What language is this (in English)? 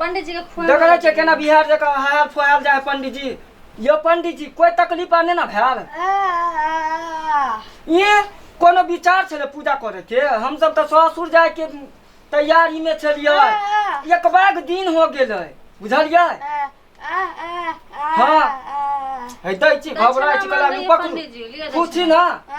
Maithili